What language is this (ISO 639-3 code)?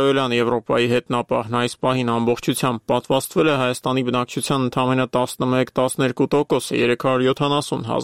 hye